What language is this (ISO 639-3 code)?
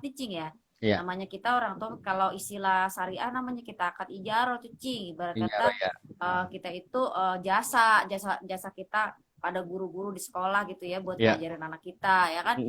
bew